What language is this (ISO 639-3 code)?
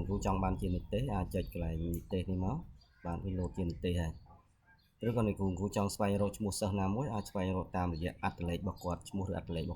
khm